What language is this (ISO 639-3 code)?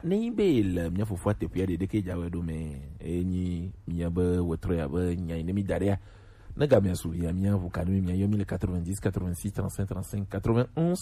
gej